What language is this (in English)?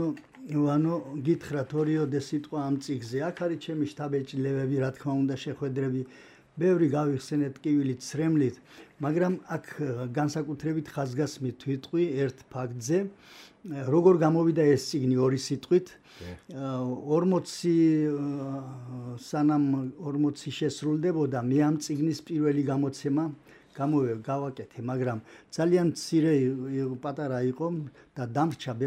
Georgian